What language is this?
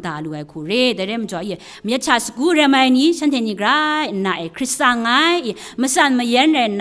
Kachin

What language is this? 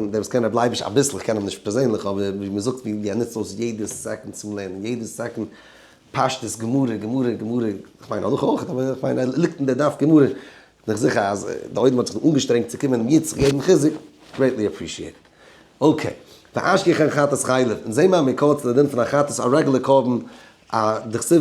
Yiddish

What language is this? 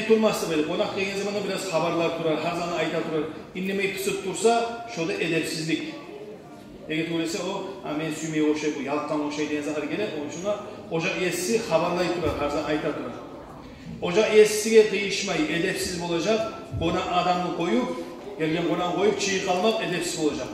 Kumyk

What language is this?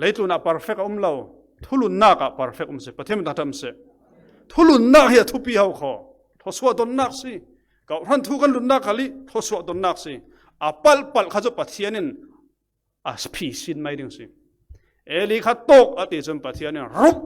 Falam Chin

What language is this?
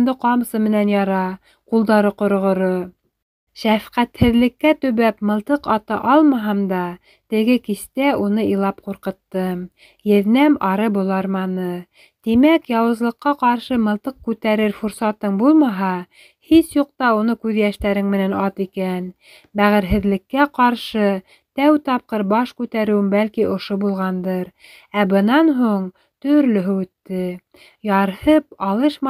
Bashkir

